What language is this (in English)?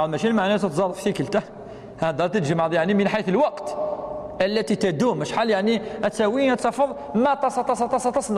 Kabyle